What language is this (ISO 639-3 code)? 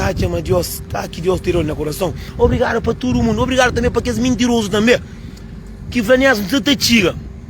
kea